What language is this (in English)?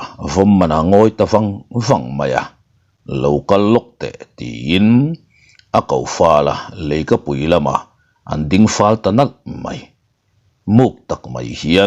Mizo